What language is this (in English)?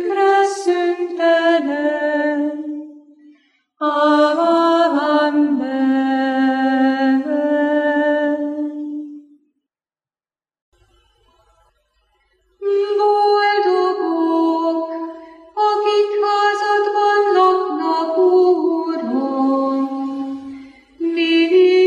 Hungarian